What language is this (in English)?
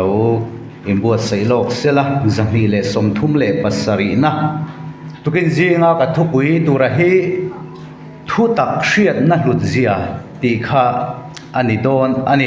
Mizo